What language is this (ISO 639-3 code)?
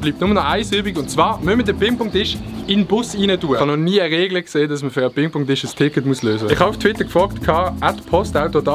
gsw